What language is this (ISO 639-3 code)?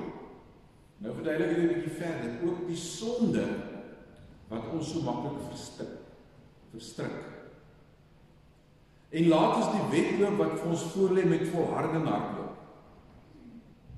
afr